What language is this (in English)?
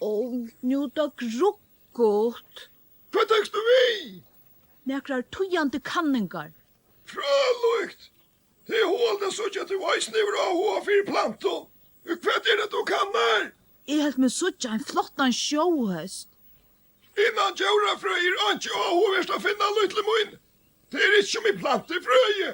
Faroese